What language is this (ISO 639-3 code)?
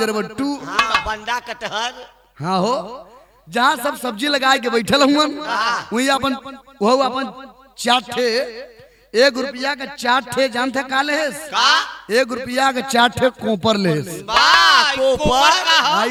bho